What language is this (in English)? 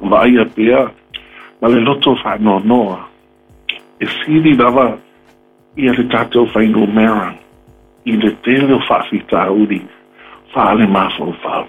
Samoan